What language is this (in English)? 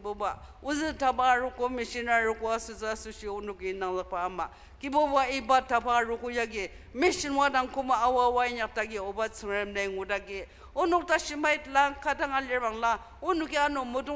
Ao Naga